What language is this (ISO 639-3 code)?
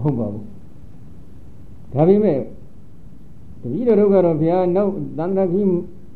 mya